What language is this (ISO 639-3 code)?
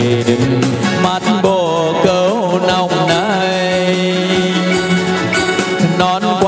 vie